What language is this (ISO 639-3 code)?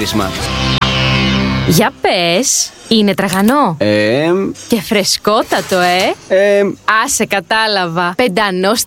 ell